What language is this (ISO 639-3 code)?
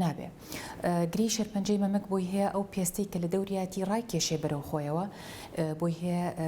ckb